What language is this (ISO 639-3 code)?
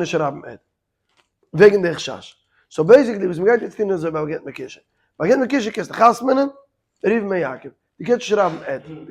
yid